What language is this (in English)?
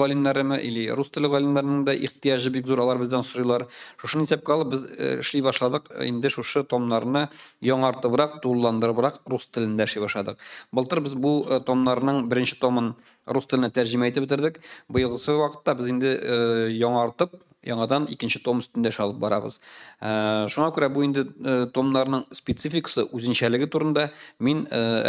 Tatar